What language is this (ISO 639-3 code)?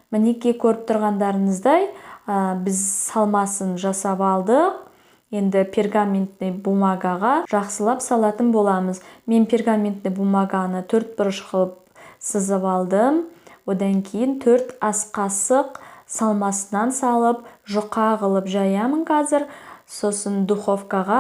kaz